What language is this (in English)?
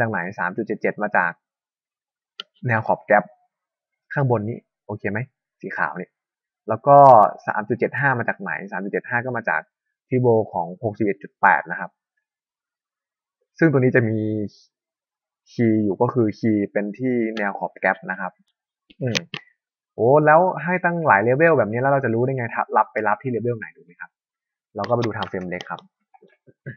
Thai